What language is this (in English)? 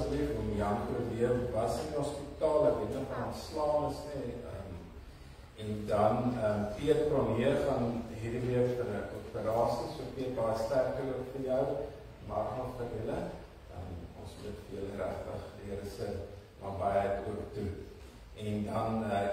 Afrikaans